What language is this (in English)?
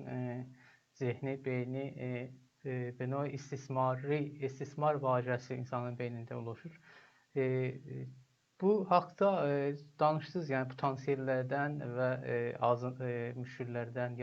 South Azerbaijani